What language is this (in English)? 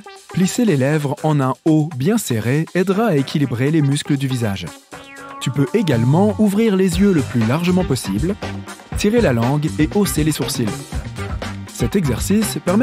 French